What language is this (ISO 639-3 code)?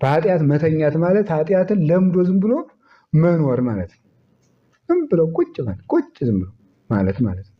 amh